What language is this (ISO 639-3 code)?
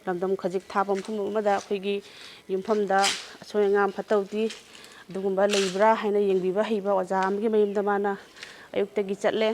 mni